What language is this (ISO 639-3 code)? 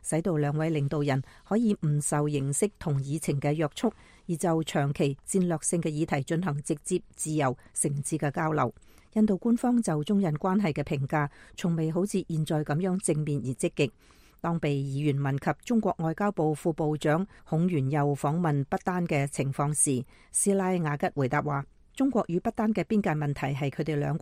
yue